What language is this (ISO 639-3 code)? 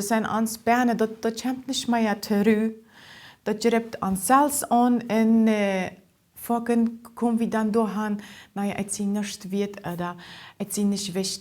pdt